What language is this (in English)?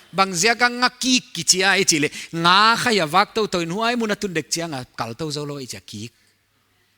Paite Chin